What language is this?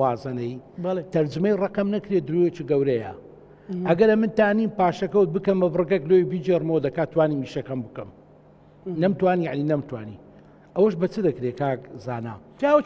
Central Kurdish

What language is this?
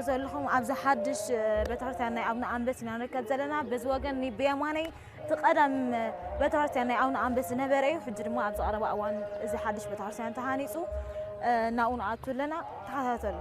Tigrinya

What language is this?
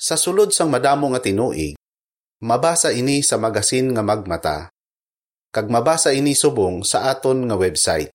Hiligaynon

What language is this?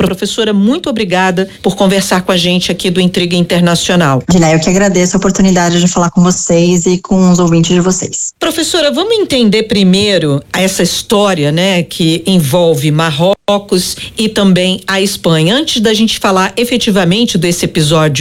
Portuguese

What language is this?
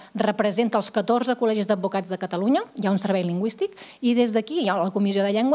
Catalan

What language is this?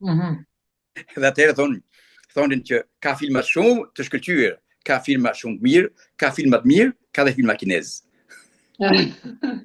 Albanian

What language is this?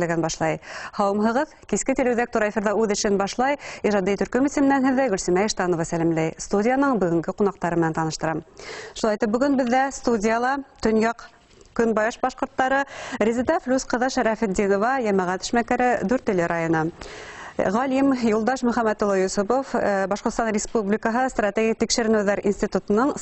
Bashkir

